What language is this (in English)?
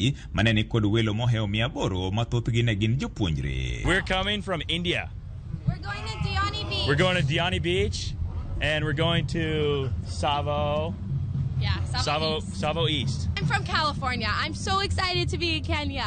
Luo (Kenya and Tanzania)